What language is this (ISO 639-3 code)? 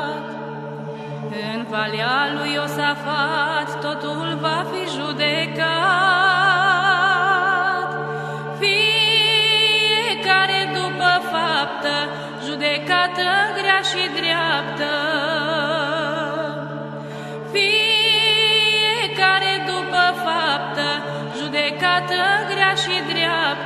ron